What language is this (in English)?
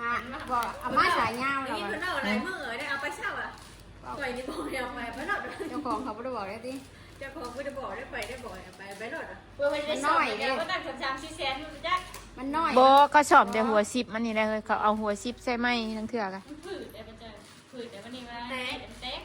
Northeastern Thai